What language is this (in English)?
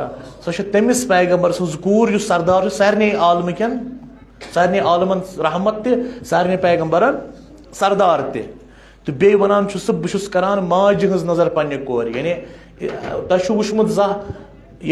Kashmiri